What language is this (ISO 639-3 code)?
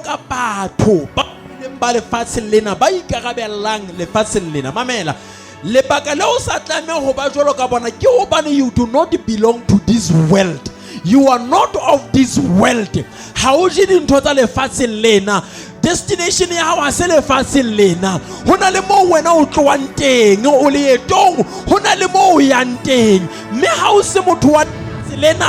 sot